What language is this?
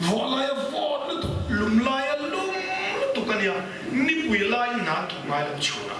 Mizo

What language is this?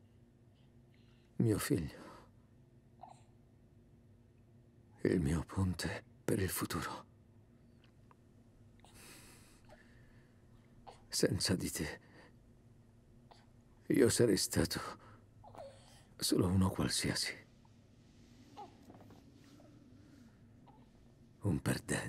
Italian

